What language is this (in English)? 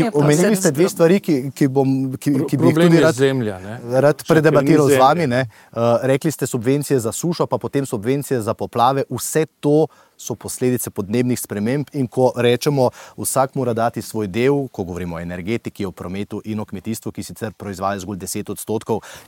Slovenian